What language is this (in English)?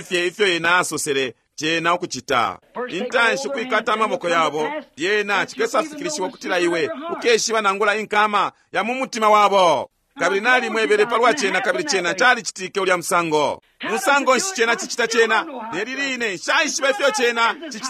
Bemba